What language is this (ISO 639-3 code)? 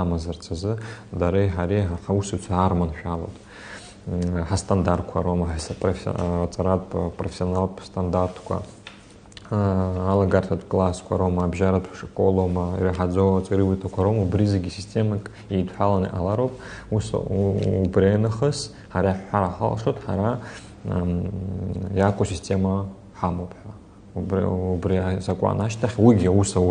abk